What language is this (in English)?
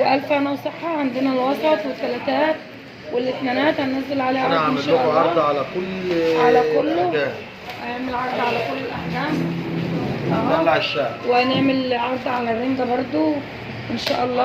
Egyptian Arabic